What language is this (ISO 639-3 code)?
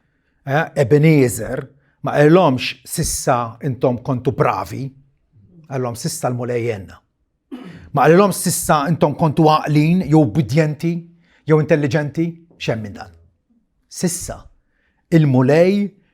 mlt